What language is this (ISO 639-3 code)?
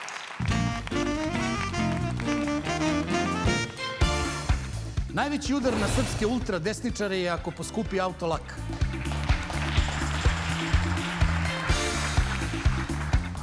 srp